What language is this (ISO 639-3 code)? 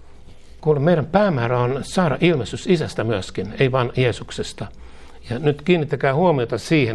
fin